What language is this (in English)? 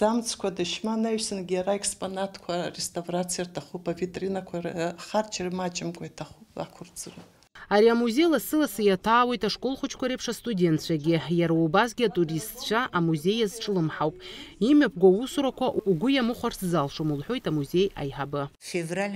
Abkhazian